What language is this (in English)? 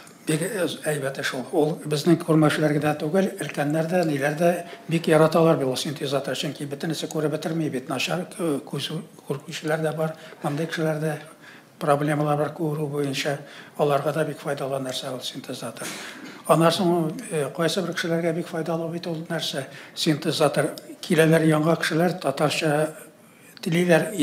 Tatar